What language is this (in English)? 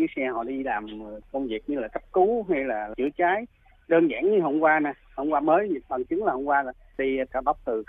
Vietnamese